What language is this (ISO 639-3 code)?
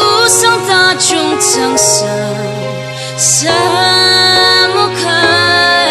njo